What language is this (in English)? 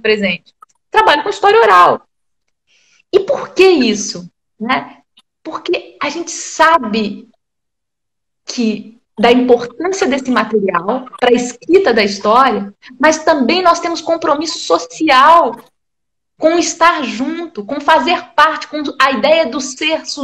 Portuguese